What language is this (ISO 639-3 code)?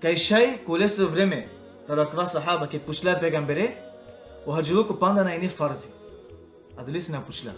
rmn